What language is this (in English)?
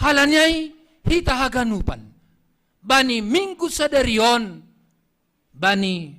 Batak Simalungun